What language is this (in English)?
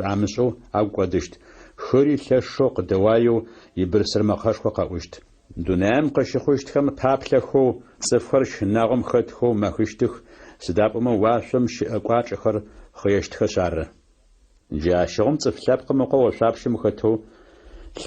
Adyghe